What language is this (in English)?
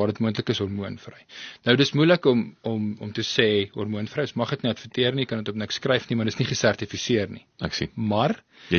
Afrikaans